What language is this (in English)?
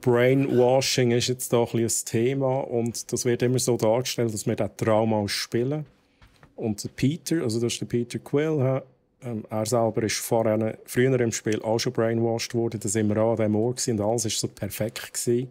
Swiss German